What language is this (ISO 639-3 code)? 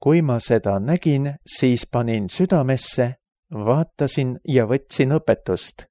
est